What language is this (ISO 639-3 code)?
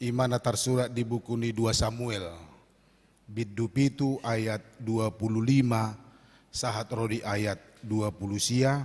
bbc